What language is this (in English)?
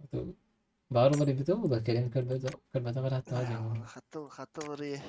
Yakut